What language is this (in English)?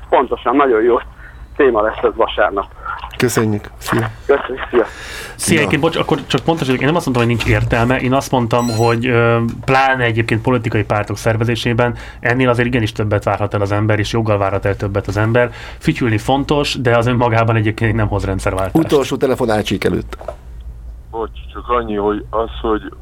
Hungarian